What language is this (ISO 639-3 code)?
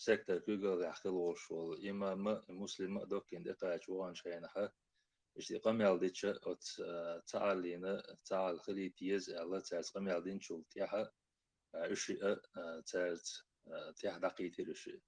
che